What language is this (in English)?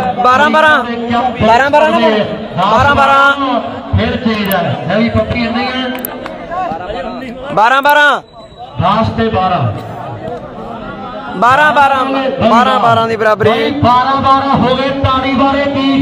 Punjabi